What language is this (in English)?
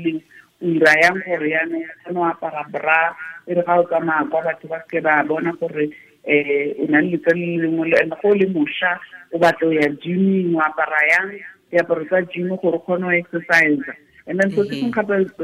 Tswana